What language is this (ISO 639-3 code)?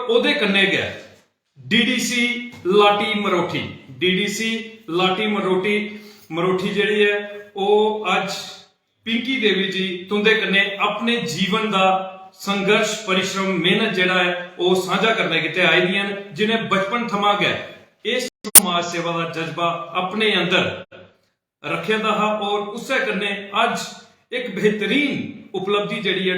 doi